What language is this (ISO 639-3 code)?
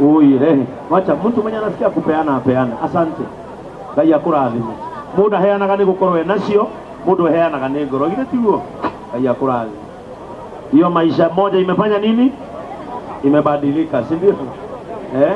kik